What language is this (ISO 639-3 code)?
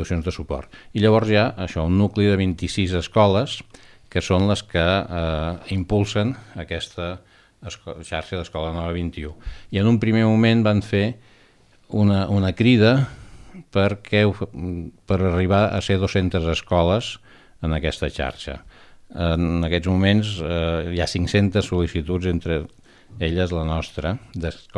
cat